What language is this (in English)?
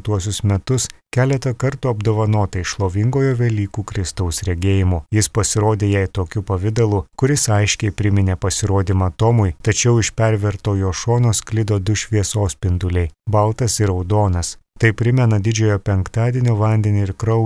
Lithuanian